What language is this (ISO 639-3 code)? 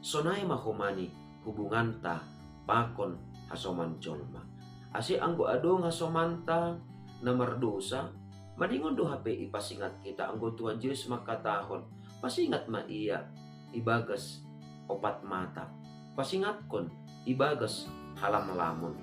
bts